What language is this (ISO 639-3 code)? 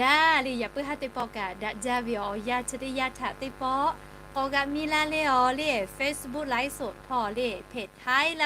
lhu